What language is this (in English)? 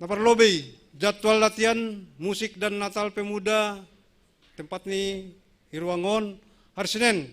Batak Simalungun